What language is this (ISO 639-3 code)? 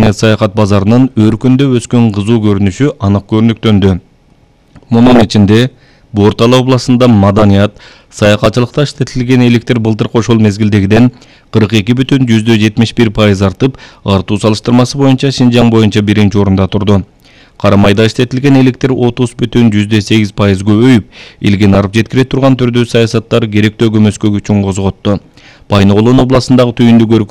kir